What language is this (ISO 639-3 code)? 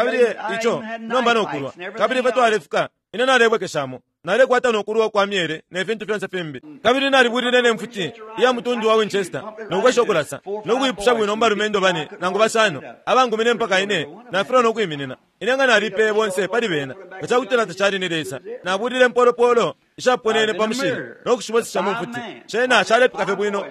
bem